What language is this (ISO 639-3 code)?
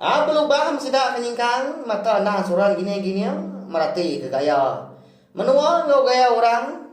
iba